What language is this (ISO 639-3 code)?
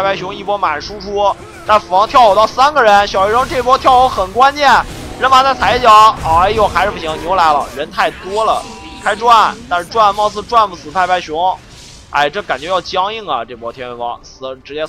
zho